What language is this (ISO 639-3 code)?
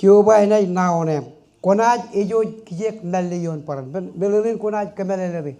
mah